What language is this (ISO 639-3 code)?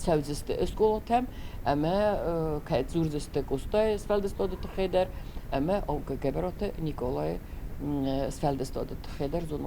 oss